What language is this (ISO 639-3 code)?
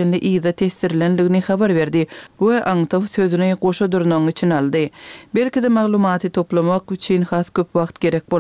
tuk